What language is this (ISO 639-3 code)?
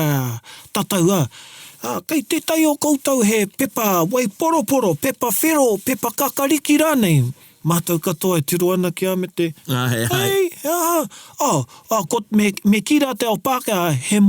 mri